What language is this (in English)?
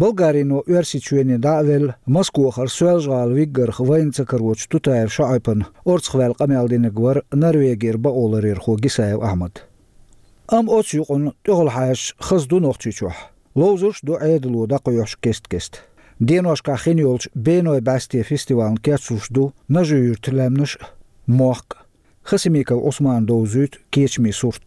Chechen